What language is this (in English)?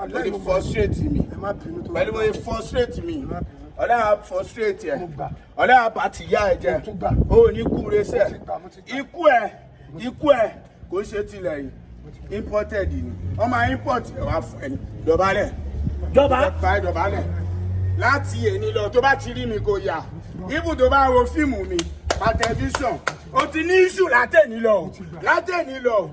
Yoruba